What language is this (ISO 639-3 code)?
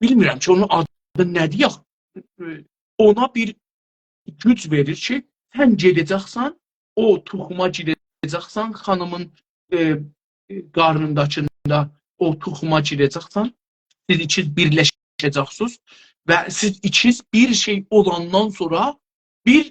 azb